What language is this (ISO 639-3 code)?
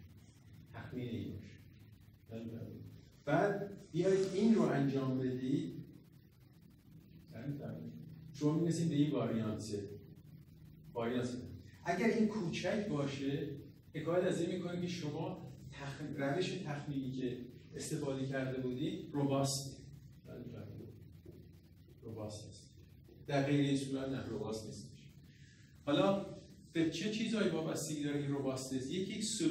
fas